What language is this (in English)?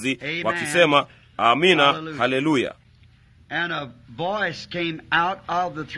Swahili